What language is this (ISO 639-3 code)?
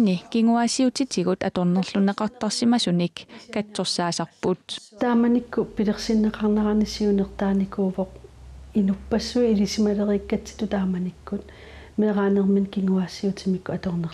kal